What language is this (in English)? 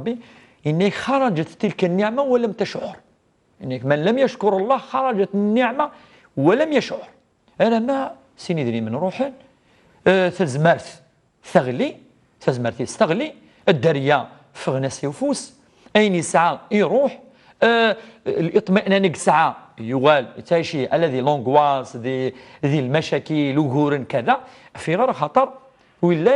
Kabyle